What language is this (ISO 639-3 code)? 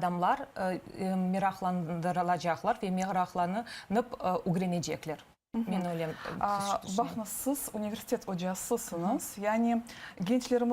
crh